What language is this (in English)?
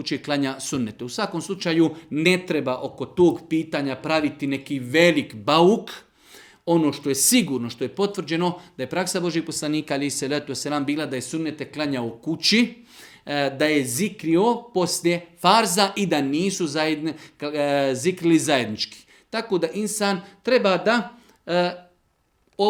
Bosnian